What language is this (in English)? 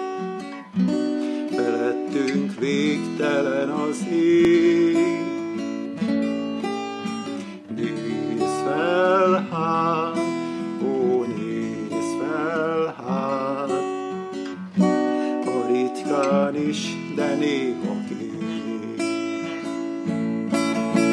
Hungarian